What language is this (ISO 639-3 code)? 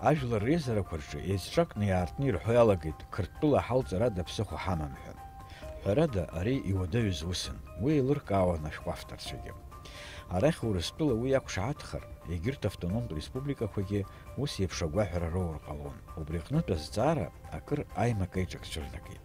abk